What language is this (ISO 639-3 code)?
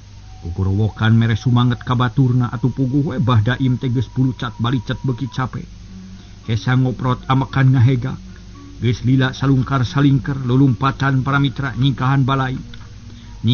sun